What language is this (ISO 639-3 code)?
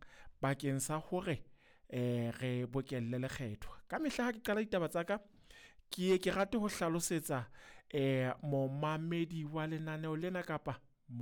sot